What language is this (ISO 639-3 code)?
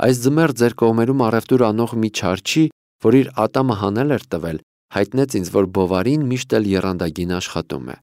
hye